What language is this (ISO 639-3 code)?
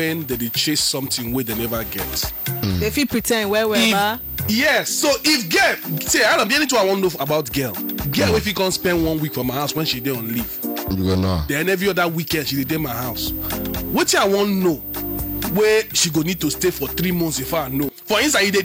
pcm